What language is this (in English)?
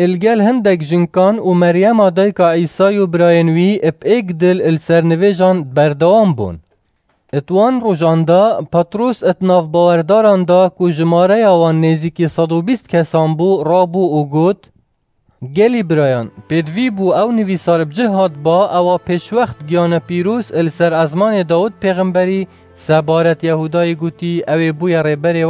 Kurdish